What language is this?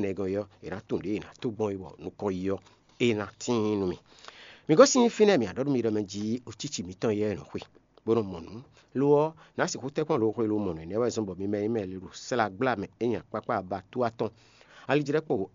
Fon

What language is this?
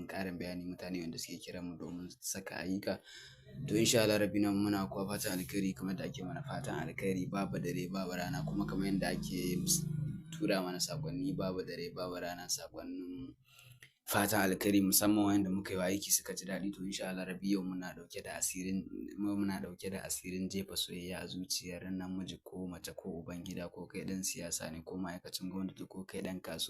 Hausa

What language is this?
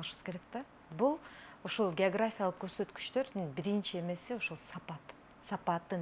Kyrgyz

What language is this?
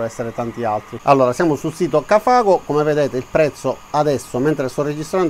Italian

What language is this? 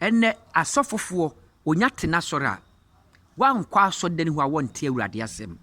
Akan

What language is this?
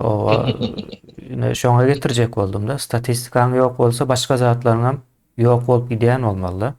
Turkmen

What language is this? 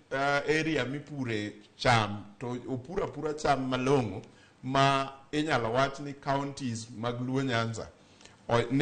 Luo (Kenya and Tanzania)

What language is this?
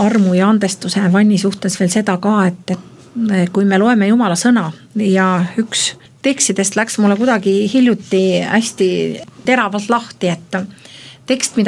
Estonian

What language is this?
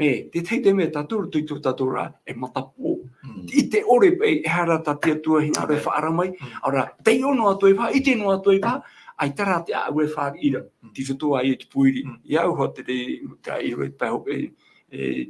Tahitian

